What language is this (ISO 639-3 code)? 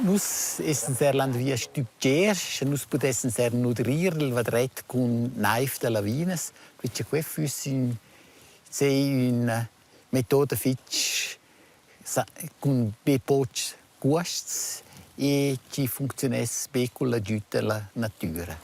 roh